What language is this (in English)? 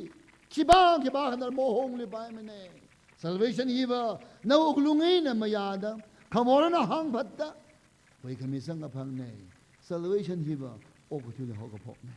Tangkhul Naga (India)